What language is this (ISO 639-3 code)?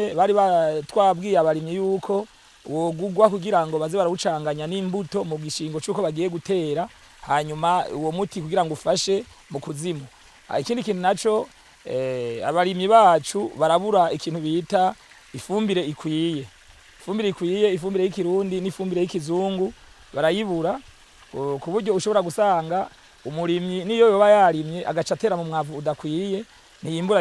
run